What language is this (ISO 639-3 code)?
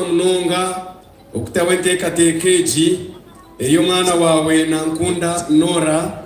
nyn